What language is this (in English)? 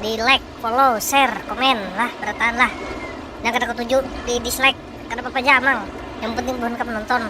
Banjar